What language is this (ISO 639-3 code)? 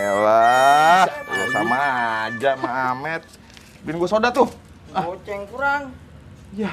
bew